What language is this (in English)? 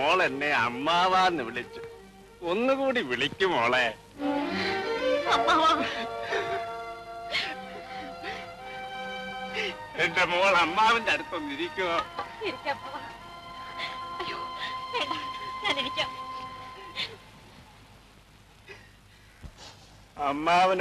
Malayalam